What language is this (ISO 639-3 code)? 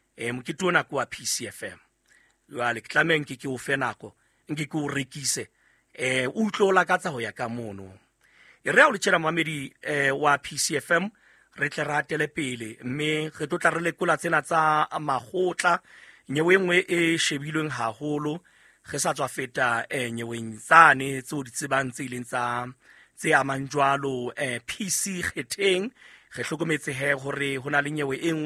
sot